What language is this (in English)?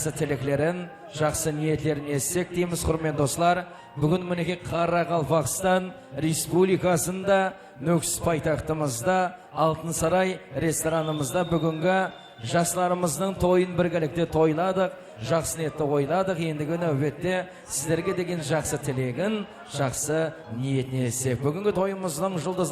Kara-Kalpak